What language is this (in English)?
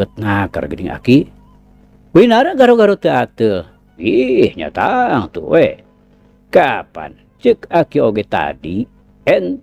Sundanese